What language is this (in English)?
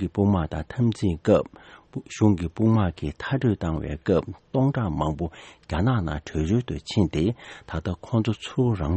Tibetan